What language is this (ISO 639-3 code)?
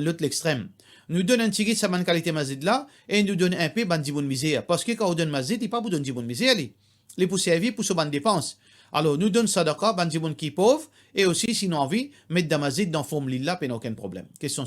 mfe